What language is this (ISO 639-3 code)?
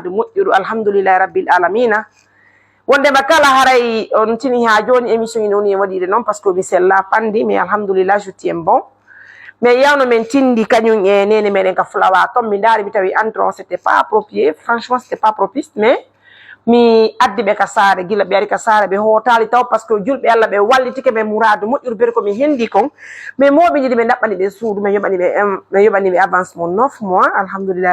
ful